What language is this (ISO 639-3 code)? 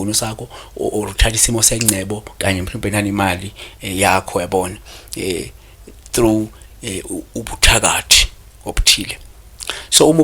zul